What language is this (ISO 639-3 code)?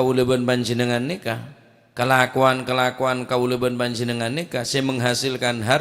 mad